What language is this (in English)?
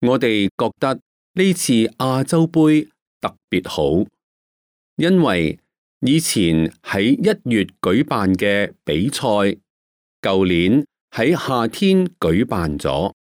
Cantonese